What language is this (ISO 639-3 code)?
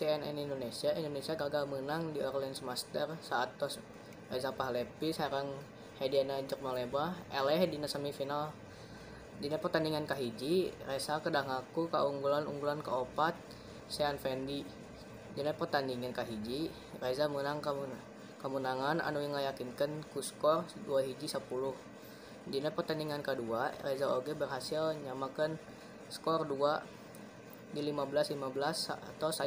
sun